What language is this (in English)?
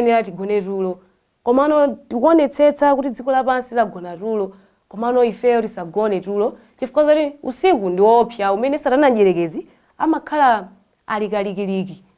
Nyanja